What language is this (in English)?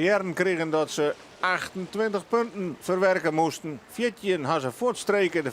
Western Frisian